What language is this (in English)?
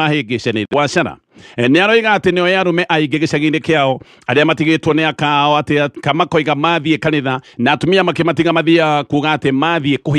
Kikuyu